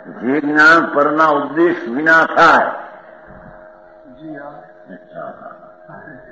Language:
Gujarati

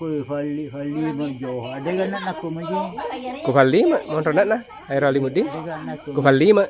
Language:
Buginese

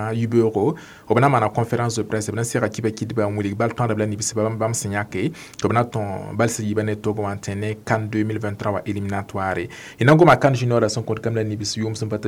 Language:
Mossi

